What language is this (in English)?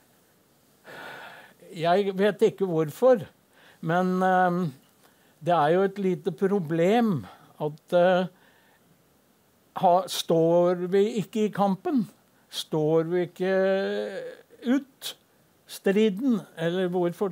Norwegian